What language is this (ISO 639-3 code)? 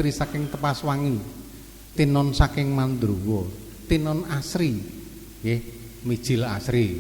jav